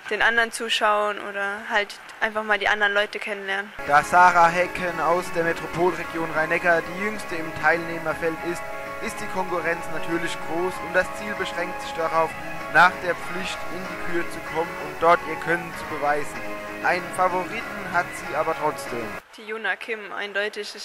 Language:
German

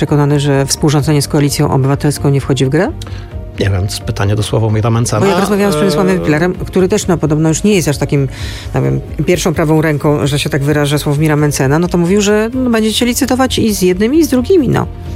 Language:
Polish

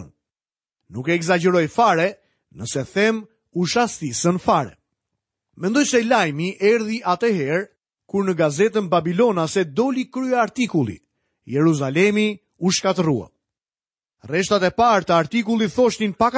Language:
Albanian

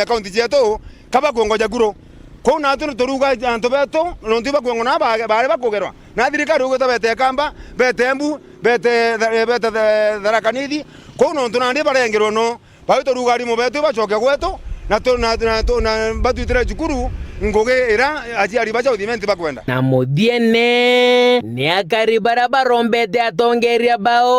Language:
Meru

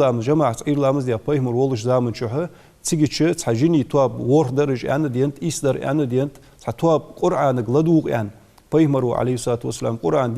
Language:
Ingush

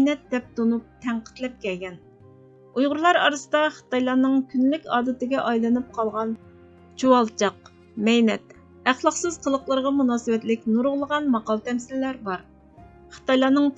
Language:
Uyghur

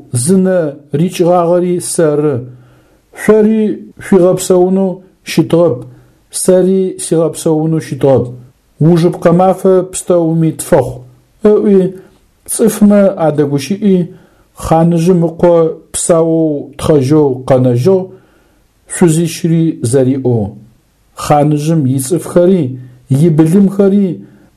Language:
Adyghe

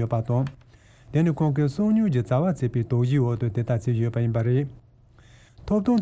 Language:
Tibetan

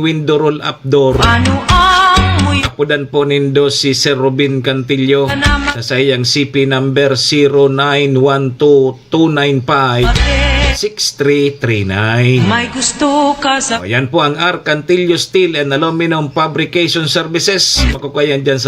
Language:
Bikol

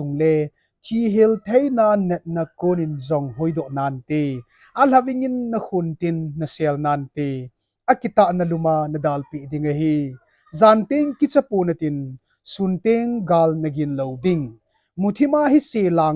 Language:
Thado Chin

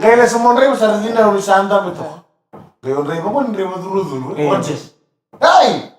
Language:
Fijian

